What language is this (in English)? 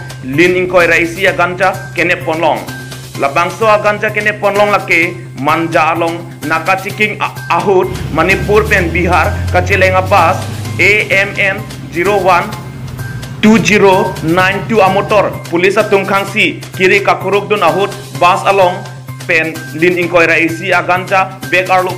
Karbi